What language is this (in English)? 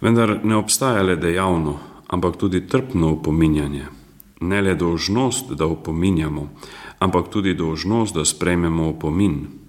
Slovenian